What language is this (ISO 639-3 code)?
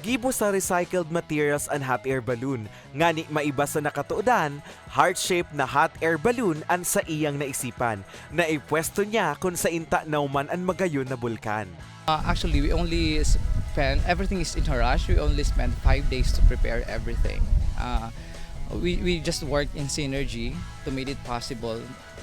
bik